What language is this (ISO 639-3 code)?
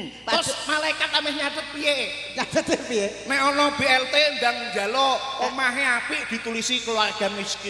jav